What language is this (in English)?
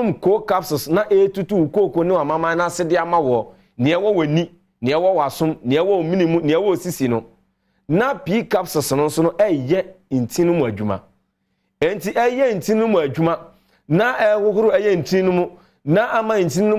Akan